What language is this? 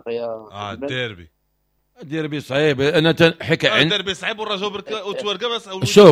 Moroccan Arabic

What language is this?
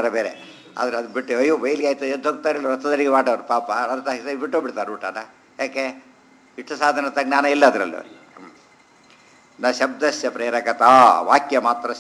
Kannada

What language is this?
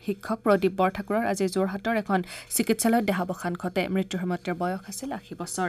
Assamese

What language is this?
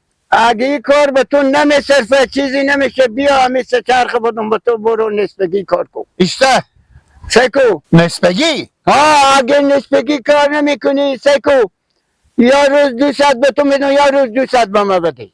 Persian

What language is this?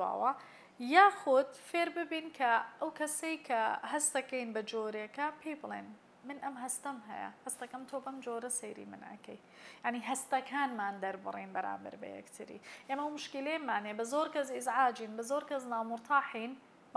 Central Kurdish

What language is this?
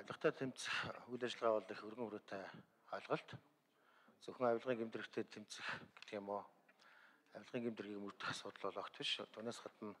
Mongolian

